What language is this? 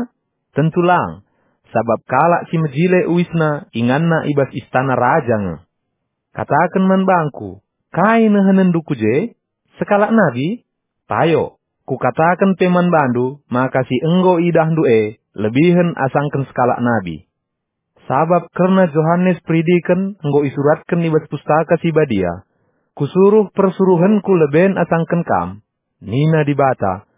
Batak Karo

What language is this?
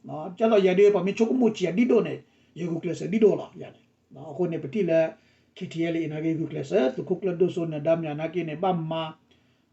S'gaw Karen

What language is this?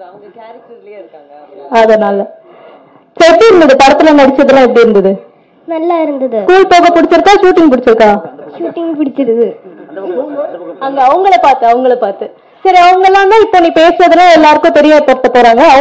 Tamil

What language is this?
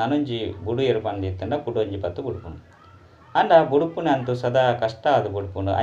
Tulu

